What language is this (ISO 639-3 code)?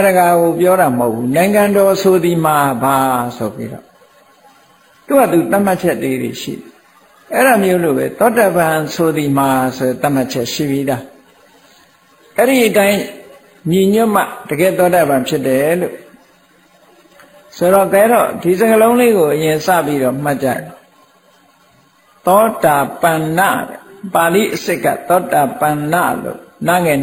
mya